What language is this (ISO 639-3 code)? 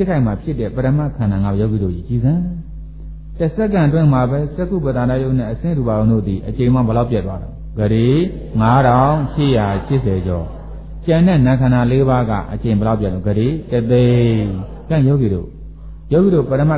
mya